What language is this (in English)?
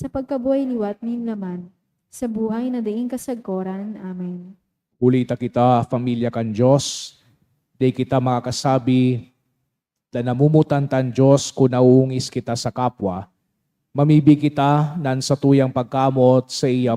Bikol